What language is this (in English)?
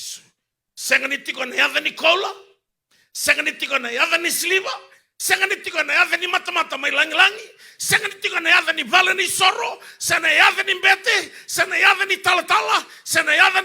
Fijian